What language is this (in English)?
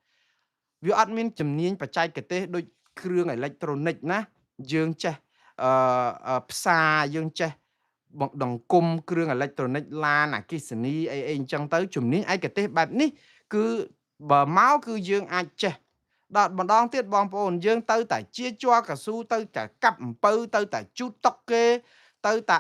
Khmer